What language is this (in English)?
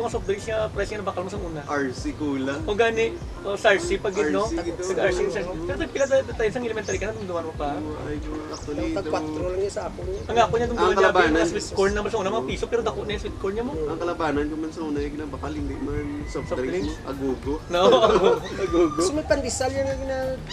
Hiligaynon